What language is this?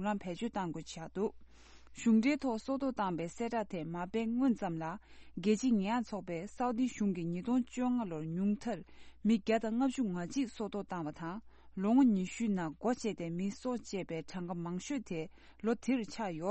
Tibetan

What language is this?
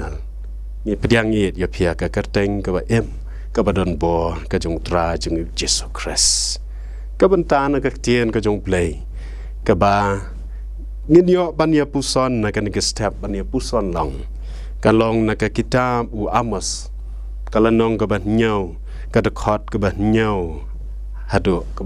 Khasi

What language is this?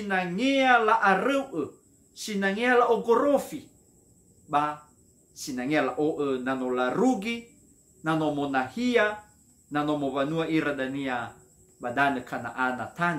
Nias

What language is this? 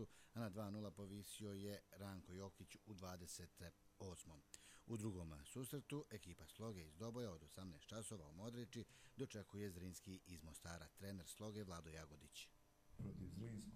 Bosnian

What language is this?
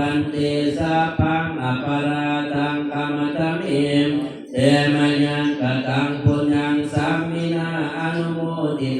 Northeastern Thai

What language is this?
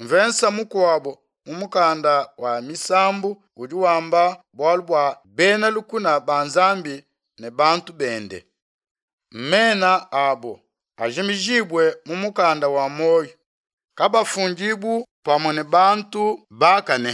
Luba-Lulua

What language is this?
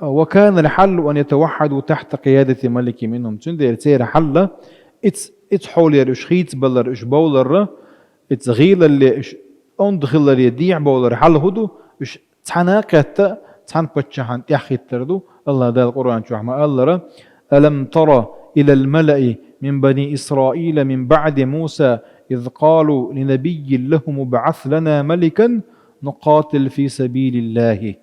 Chechen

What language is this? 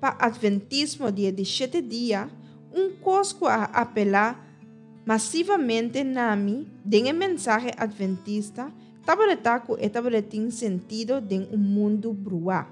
Papiamento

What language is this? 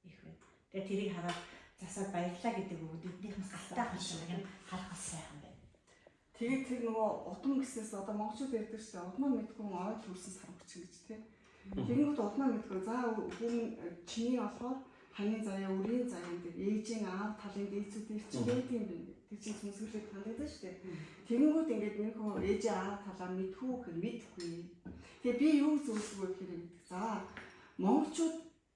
Mongolian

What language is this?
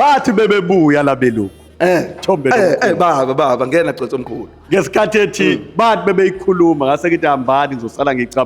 Zulu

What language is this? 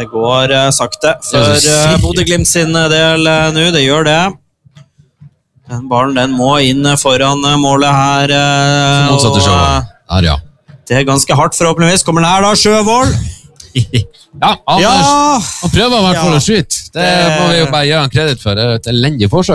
Norwegian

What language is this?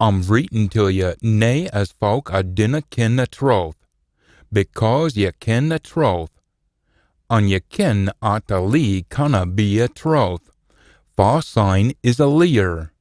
Scots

